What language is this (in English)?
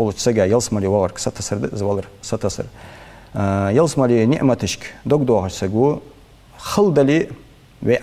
Ingush